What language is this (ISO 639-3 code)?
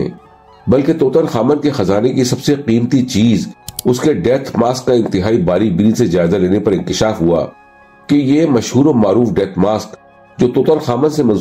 urd